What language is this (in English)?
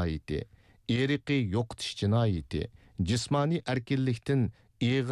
Uyghur